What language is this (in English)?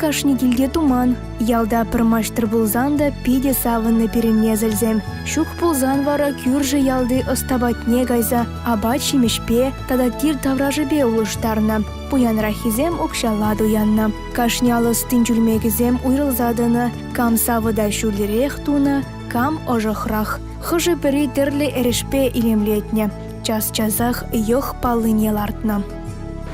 Chuvash